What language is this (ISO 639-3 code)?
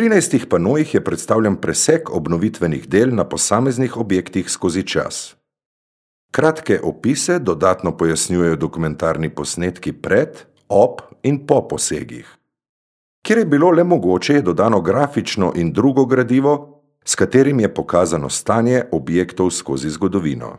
slv